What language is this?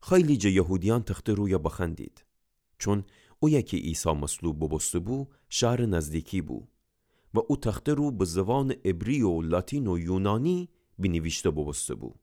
Gilaki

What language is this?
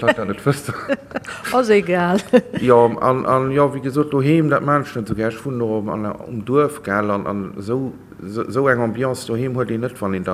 Luxembourgish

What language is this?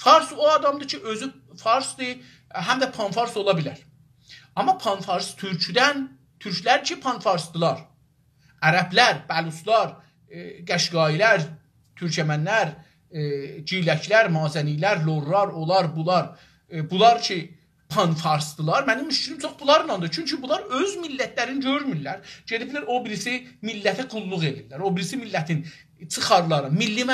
South Azerbaijani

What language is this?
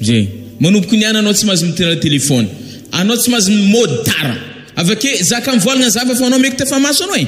Malagasy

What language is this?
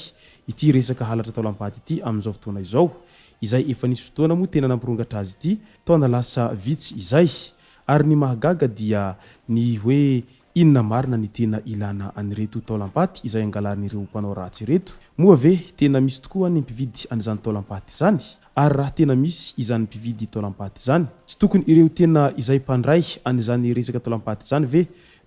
Malagasy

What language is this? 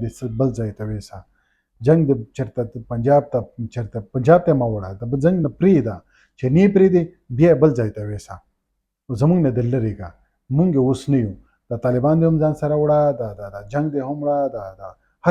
Pashto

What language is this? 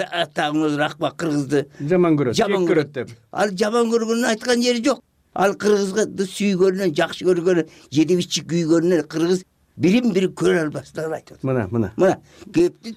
Kyrgyz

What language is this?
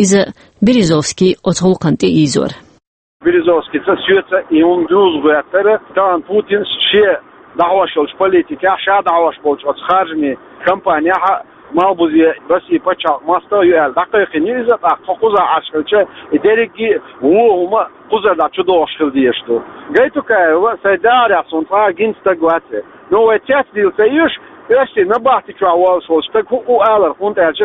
Chechen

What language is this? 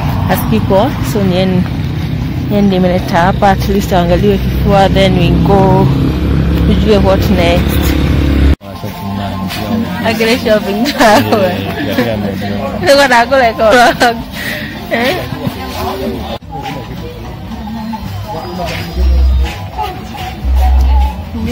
Swahili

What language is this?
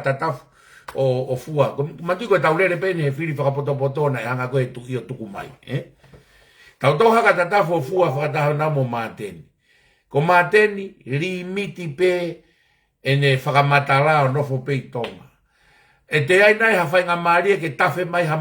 Tongan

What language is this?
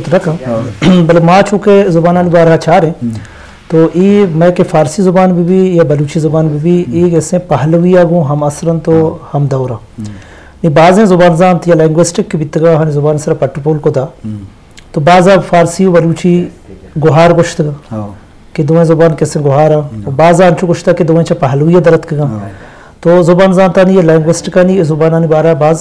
Eastern Balochi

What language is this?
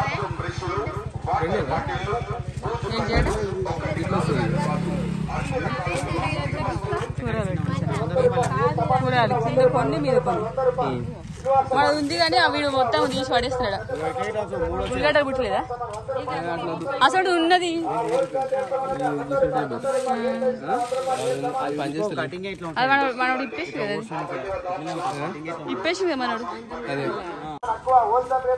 Telugu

